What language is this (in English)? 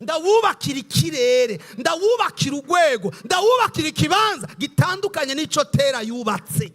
Rundi